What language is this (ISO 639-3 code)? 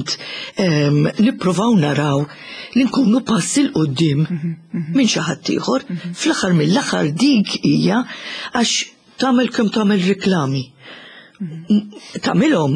mlt